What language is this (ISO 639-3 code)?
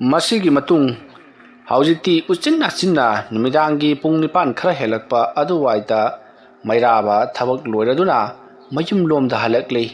mni